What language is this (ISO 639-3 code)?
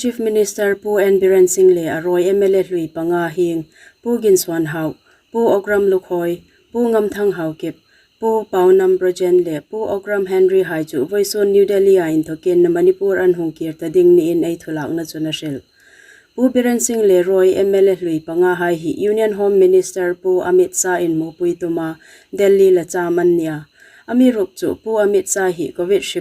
hmr